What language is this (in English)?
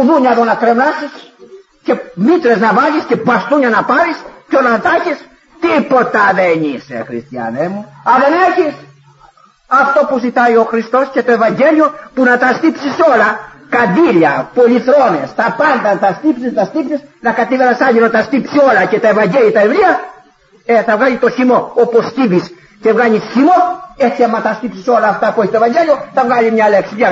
Greek